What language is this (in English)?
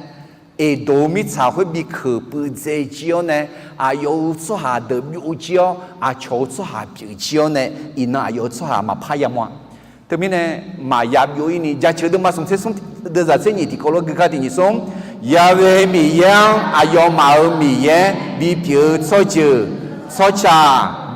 Akha